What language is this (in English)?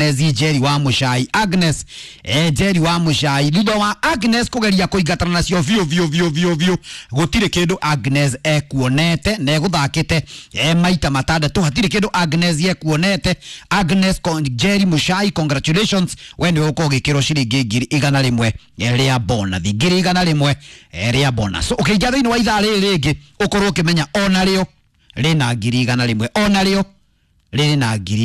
Kikuyu